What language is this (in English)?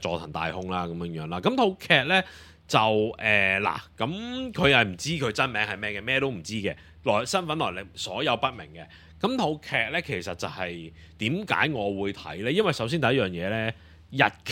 Cantonese